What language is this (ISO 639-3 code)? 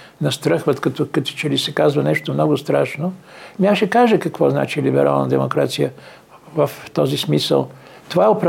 bul